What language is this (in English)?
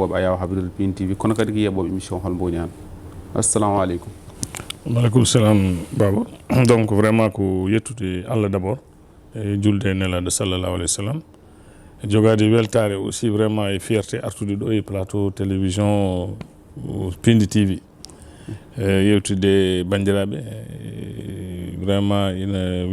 Fula